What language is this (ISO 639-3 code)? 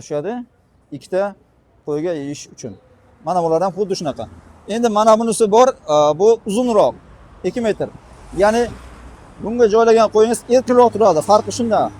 uzb